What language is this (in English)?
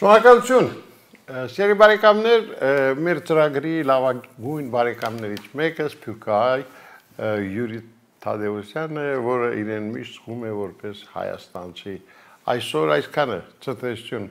Armenian